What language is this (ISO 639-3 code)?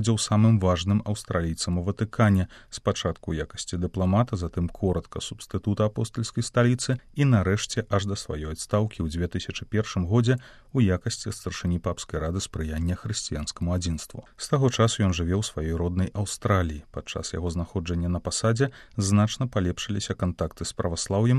bel